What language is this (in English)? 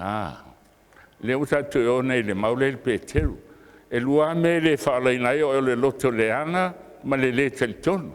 Samoan